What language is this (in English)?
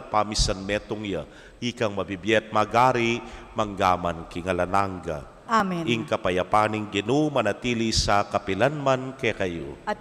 Pampanga